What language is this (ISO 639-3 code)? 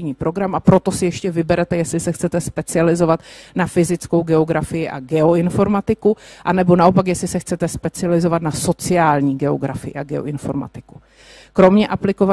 ces